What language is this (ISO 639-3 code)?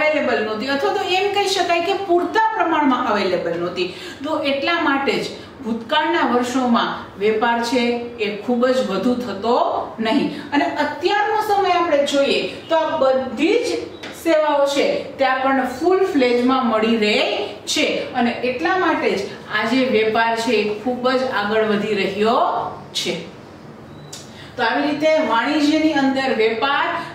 guj